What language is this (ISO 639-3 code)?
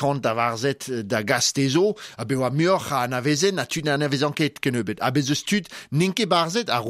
bre